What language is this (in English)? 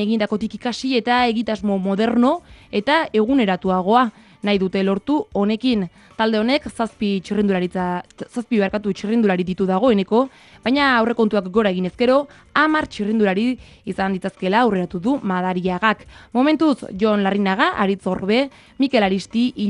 Basque